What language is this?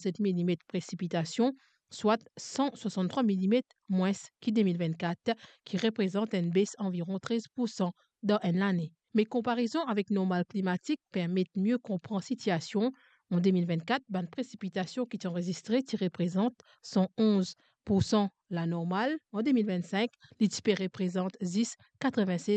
Morisyen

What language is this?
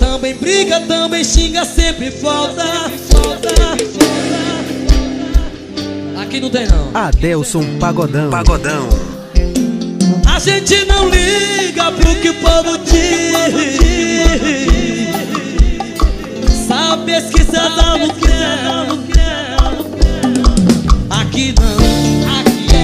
Portuguese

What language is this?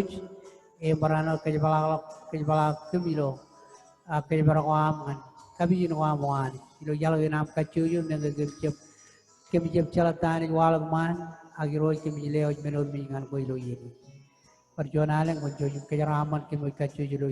Marshallese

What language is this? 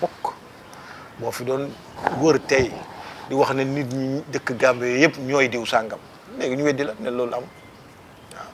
Wolof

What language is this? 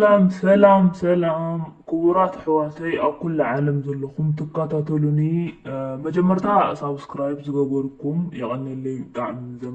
Tigrinya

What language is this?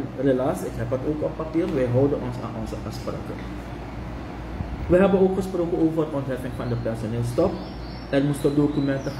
Dutch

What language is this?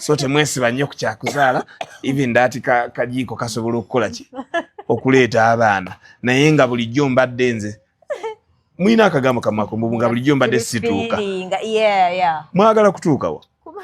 Ganda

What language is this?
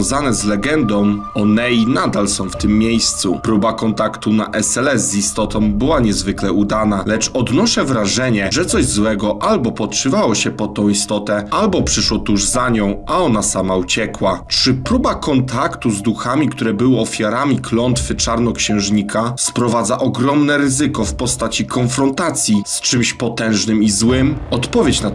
Polish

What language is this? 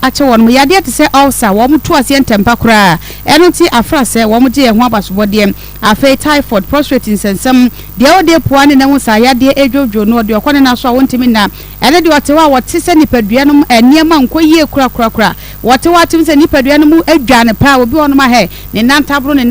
Akan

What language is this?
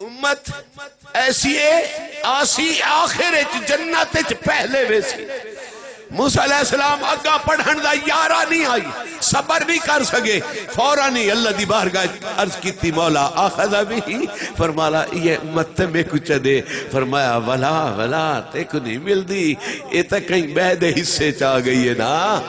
Saraiki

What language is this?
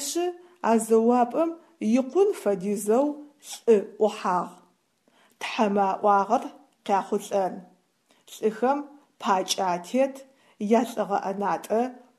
Adyghe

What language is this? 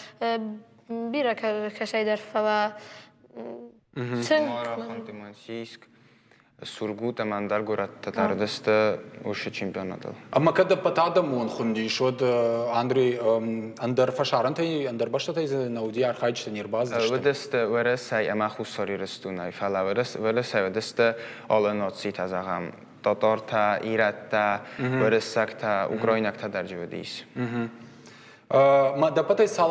Ossetic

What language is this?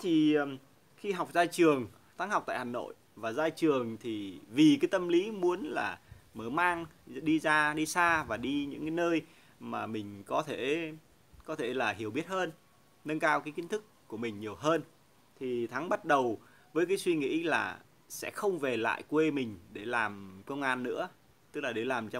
Vietnamese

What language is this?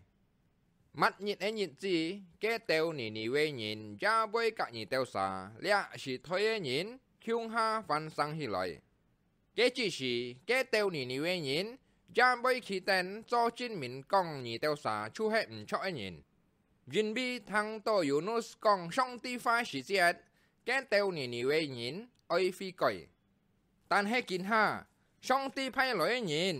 Hakka Chinese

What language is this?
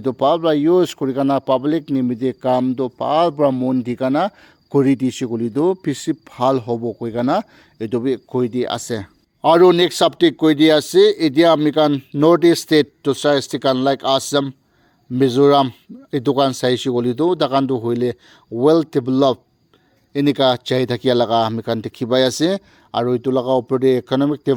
Naga Pidgin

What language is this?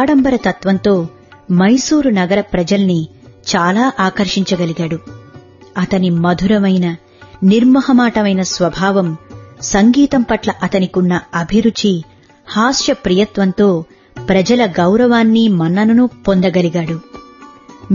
Telugu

